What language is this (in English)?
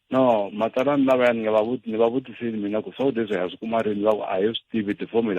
Tsonga